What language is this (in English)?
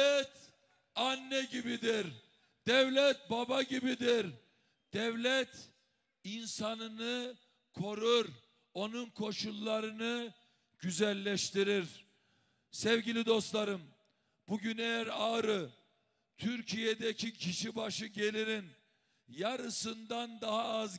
Turkish